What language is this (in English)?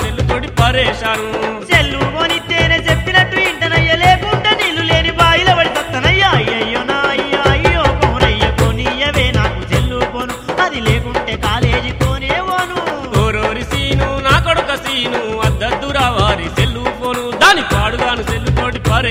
Telugu